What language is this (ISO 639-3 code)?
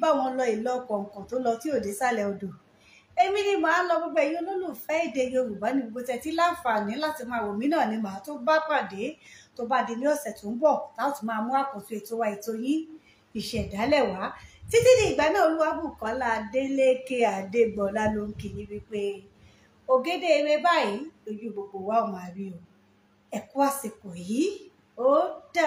yor